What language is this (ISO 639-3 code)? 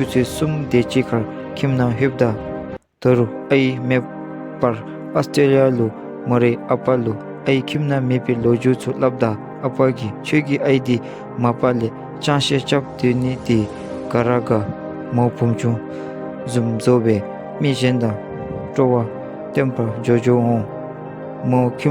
dzo